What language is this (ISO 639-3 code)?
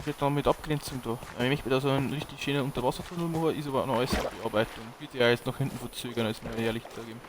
bar